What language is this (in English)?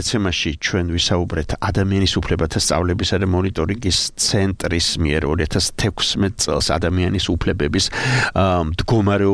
Georgian